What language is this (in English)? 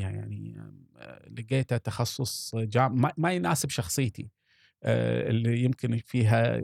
Gulf Arabic